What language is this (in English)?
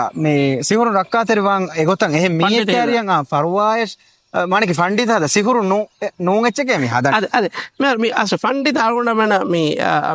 Divehi